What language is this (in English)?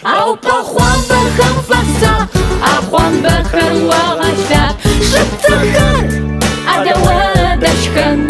Adyghe